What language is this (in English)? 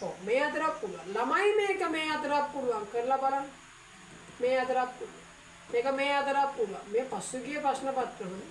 Sinhala